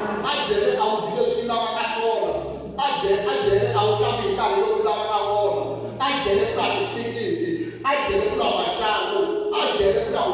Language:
Tsonga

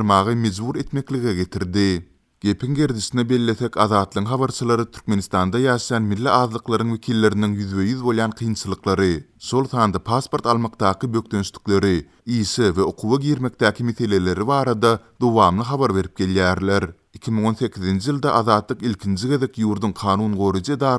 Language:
Turkmen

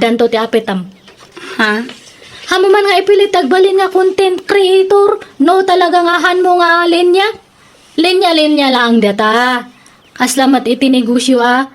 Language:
Iloko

